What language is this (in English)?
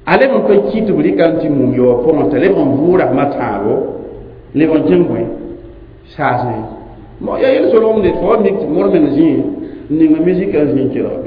Mossi